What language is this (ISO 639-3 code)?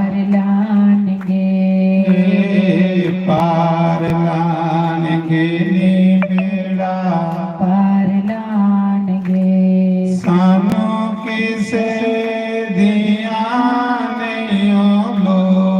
doi